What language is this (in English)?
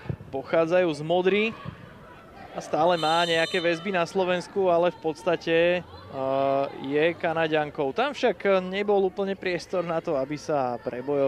Slovak